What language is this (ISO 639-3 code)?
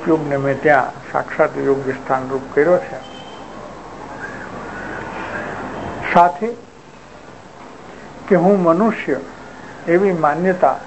guj